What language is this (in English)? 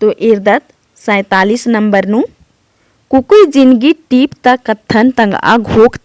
Kurukh